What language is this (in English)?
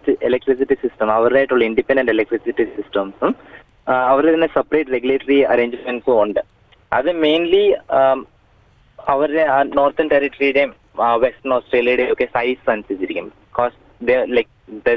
Malayalam